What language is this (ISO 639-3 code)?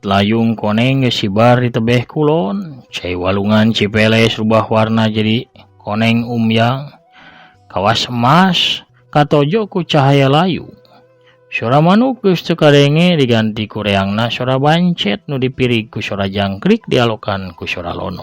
sun